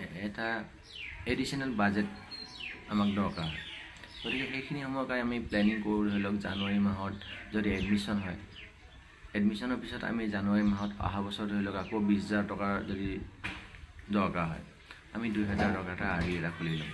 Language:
Assamese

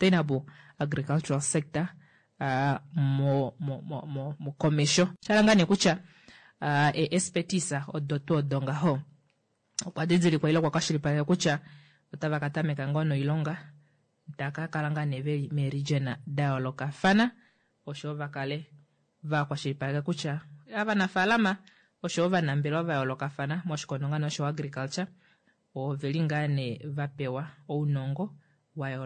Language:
Kuanyama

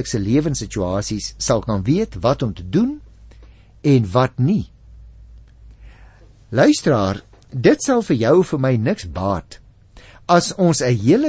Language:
Afrikaans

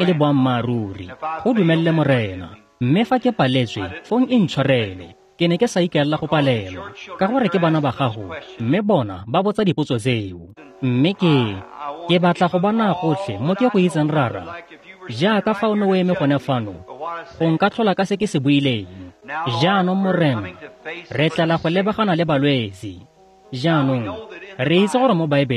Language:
Tswana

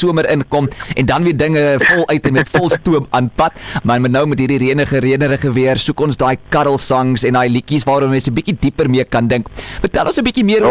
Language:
Afrikaans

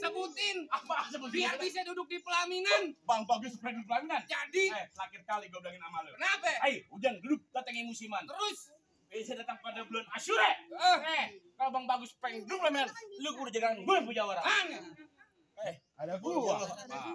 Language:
Betawi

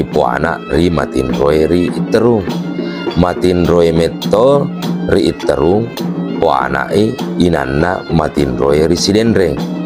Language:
Buginese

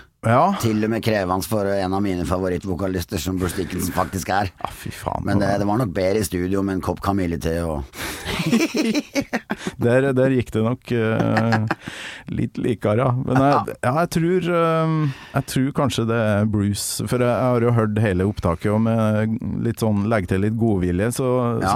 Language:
Norwegian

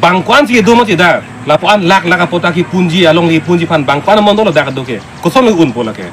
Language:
Karbi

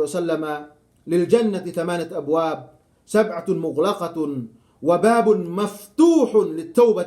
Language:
Yakan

